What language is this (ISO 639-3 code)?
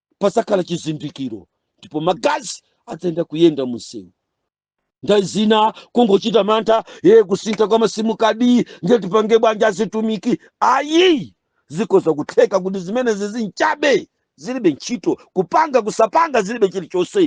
nya